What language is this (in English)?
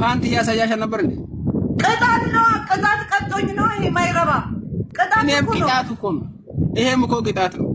Amharic